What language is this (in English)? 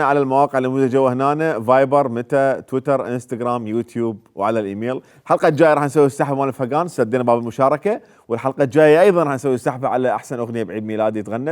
Mesopotamian Arabic